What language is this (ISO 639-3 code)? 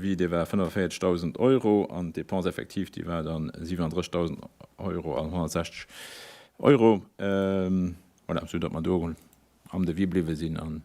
ltz